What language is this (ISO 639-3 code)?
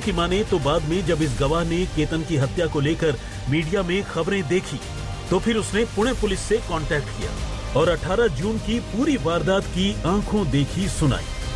hin